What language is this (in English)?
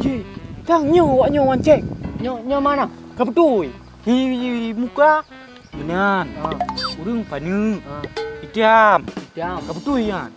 Achinese